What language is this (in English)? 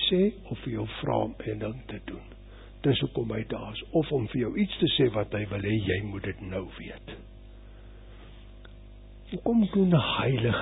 Afrikaans